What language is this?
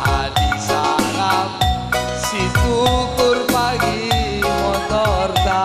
Batak Karo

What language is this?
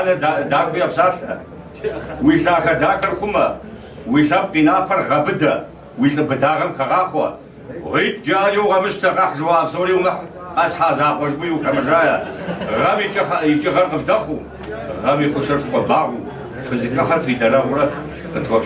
Kabardian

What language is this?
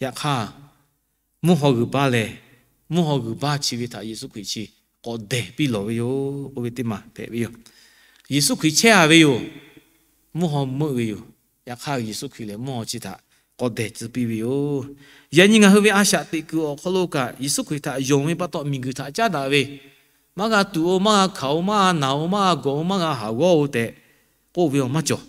Lahu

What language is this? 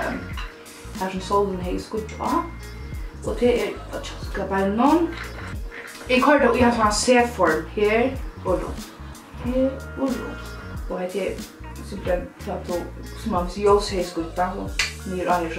Faroese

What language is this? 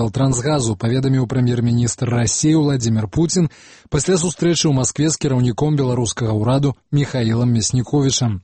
Belarusian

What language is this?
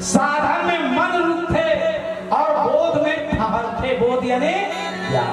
Chhattisgarhi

